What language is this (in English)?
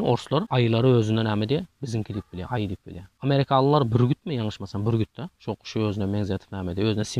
Turkmen